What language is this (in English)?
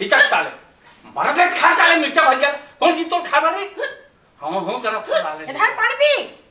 Chhattisgarhi